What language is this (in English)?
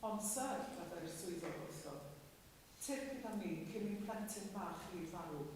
Welsh